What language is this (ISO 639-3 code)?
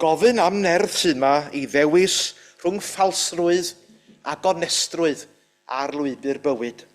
cym